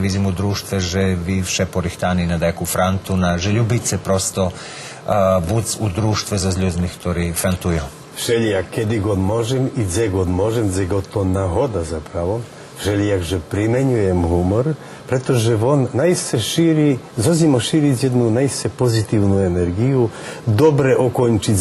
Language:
Rusyn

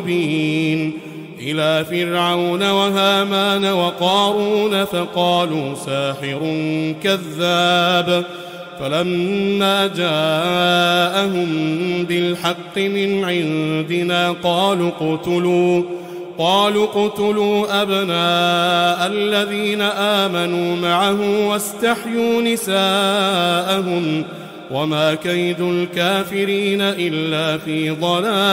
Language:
Arabic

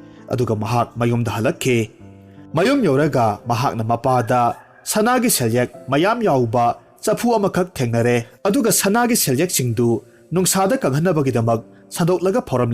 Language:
Manipuri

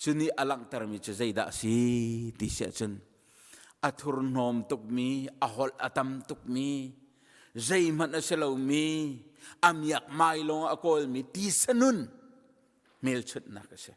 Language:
Hakha Chin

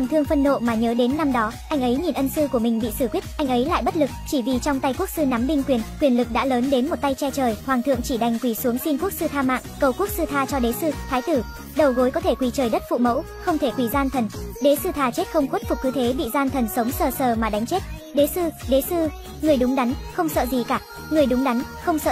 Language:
Vietnamese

